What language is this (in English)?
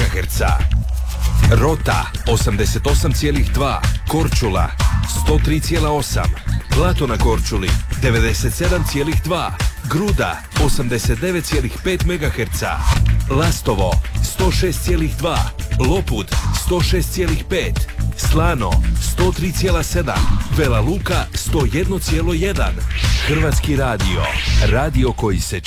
Croatian